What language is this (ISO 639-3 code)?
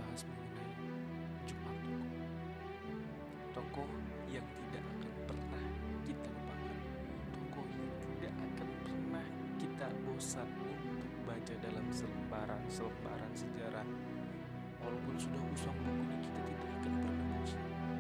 ind